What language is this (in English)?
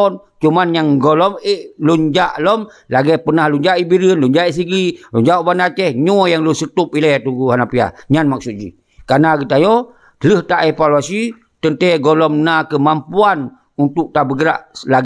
Achinese